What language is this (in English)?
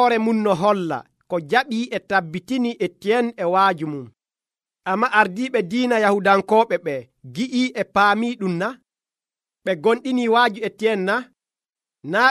Nigerian Fulfulde